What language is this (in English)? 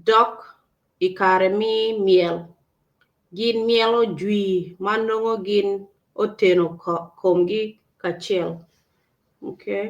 Acoli